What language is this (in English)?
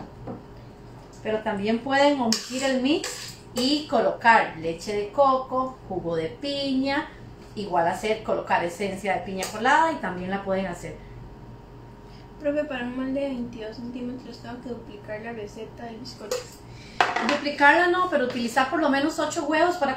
Spanish